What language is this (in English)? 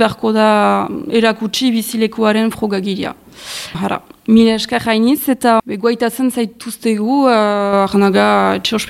Basque